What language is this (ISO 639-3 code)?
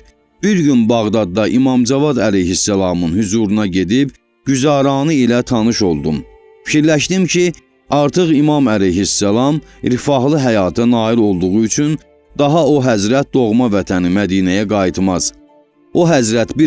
aze